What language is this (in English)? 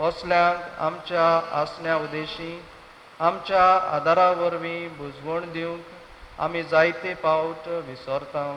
Konkani